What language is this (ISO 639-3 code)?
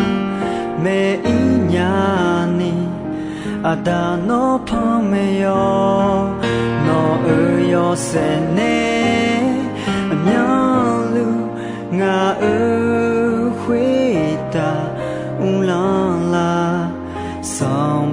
ahk